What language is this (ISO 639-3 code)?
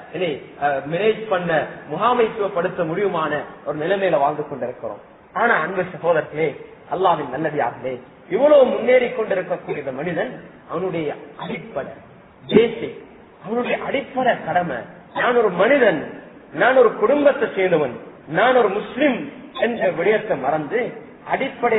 tam